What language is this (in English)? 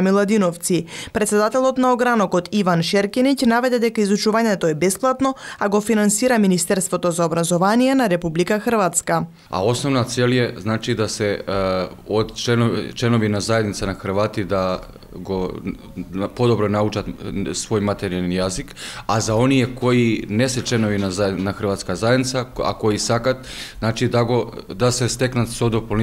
Macedonian